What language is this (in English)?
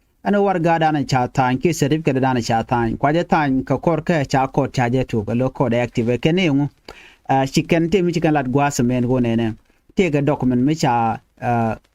Nuer